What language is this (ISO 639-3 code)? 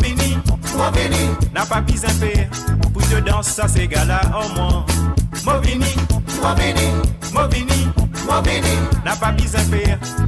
mfe